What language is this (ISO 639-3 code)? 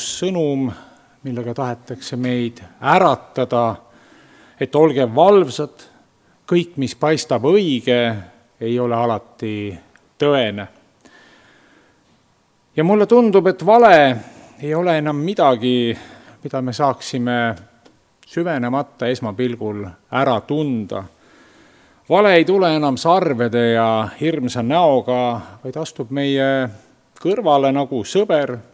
est